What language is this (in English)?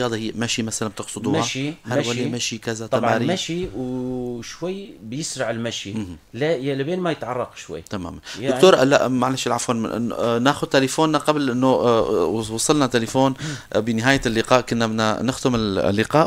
North Levantine Arabic